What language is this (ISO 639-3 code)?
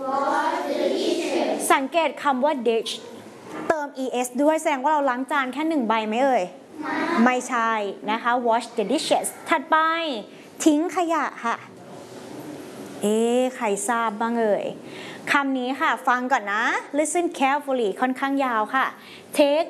tha